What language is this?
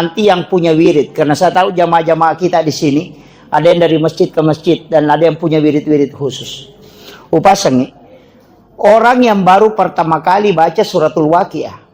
Buginese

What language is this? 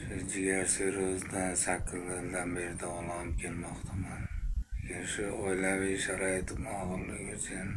Uzbek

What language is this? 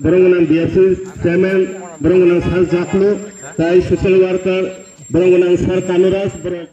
Kok Borok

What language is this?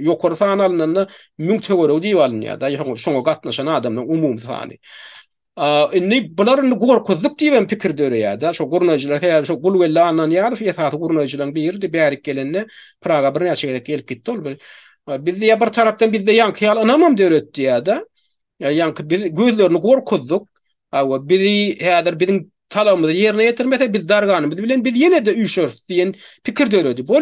Turkmen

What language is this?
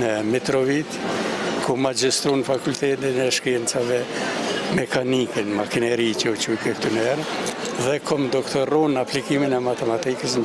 Albanian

